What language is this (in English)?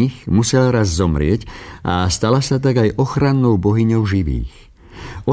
Slovak